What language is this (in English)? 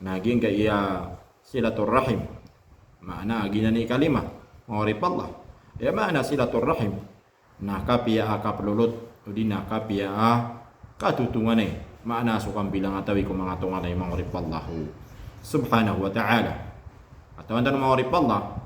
Maranao